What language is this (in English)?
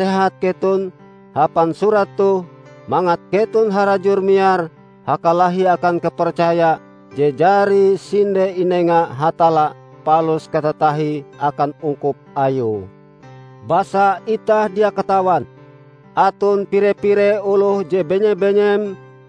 Ngaju